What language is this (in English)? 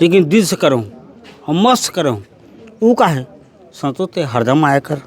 Chhattisgarhi